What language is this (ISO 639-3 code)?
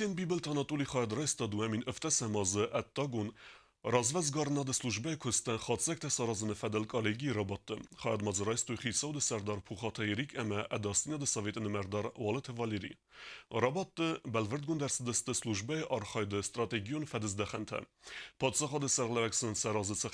oss